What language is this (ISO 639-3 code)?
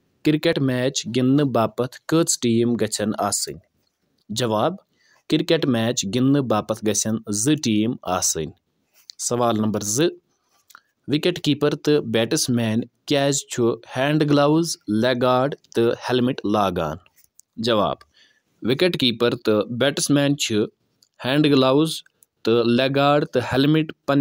kas